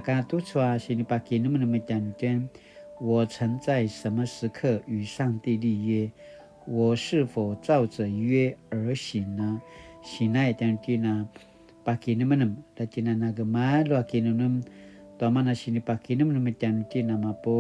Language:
Paiwan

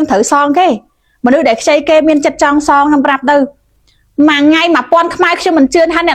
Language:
Khmer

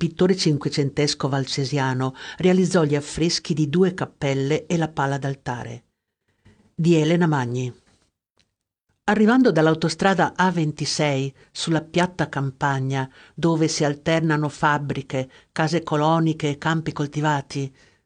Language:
Italian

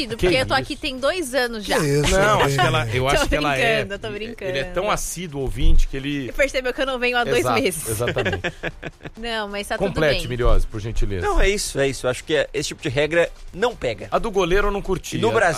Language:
Portuguese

